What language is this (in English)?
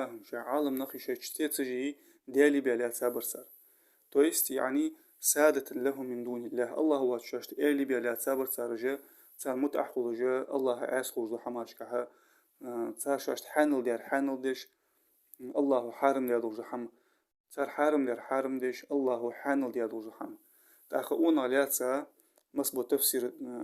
Ingush